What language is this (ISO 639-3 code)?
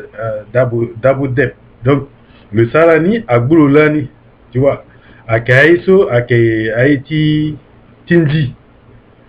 sag